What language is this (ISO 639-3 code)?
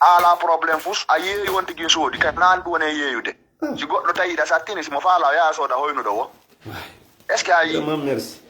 ful